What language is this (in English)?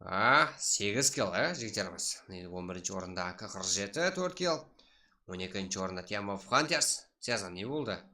Kara-Kalpak